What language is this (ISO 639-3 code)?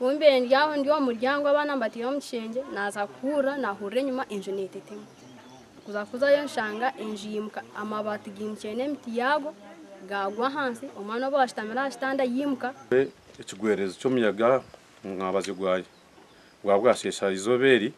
nyn